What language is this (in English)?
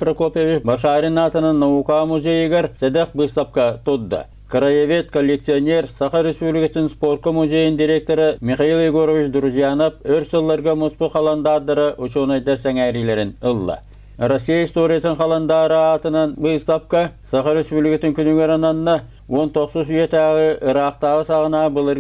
Yakut